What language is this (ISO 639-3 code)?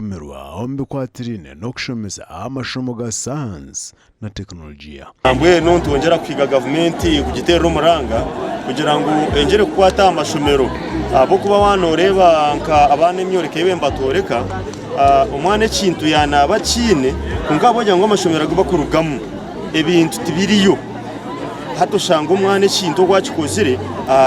nyn